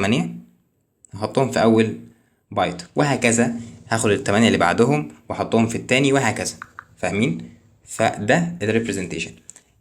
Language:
Egyptian Arabic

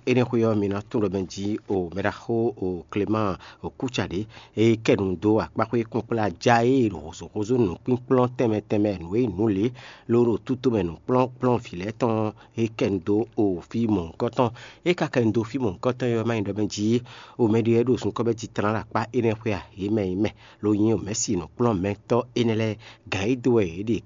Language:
Fon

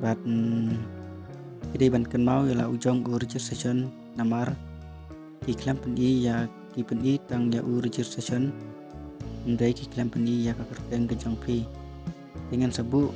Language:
Khasi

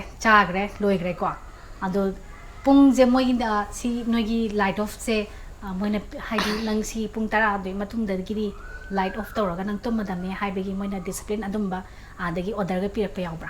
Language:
Manipuri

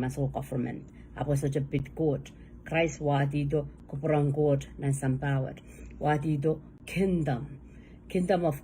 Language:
Pohnpeian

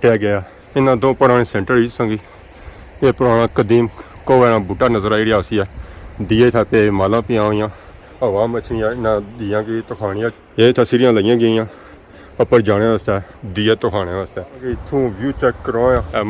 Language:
Pahari-Potwari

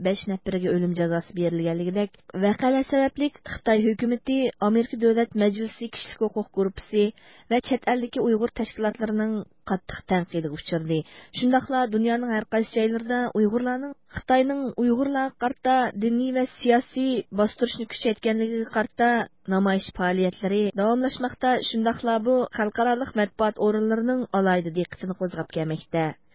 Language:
Uyghur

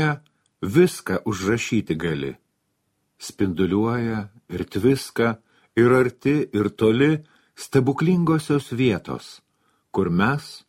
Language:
Lithuanian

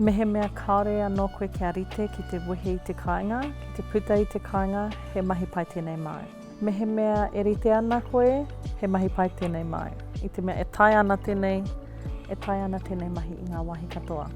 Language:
Māori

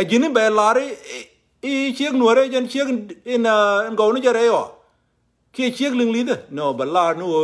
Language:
Nuer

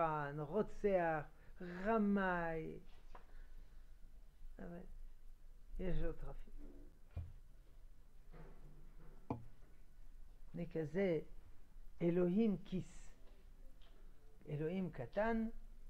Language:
Hebrew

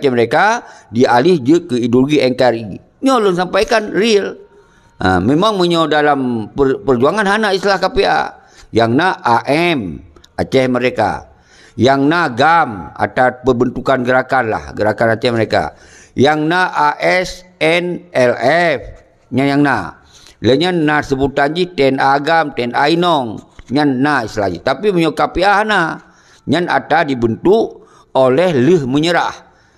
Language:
Achinese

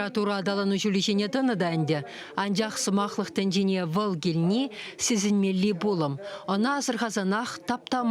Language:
Chuvash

